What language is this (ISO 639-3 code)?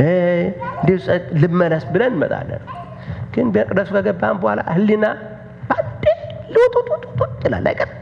amh